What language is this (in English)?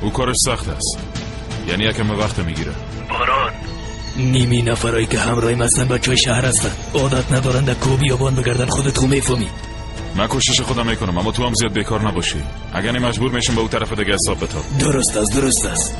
Persian